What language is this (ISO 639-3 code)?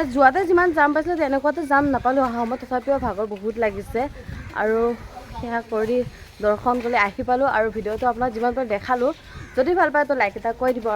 asm